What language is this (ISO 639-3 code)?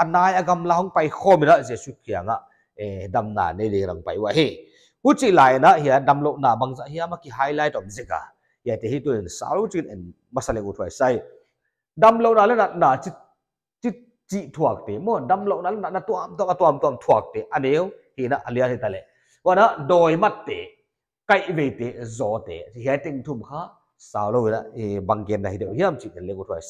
pck